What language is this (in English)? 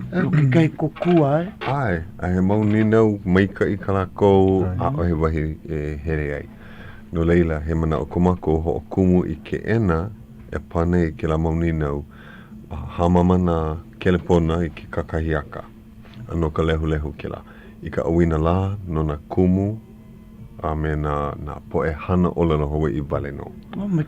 Hawaiian